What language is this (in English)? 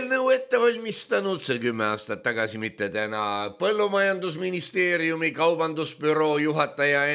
Estonian